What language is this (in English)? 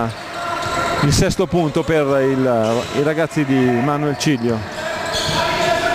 Italian